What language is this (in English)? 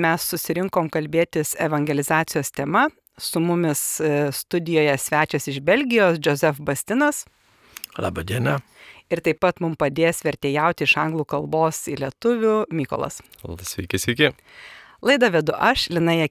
Lithuanian